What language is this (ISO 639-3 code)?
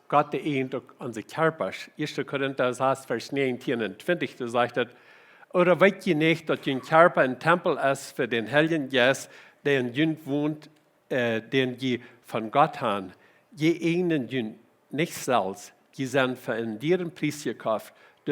pdt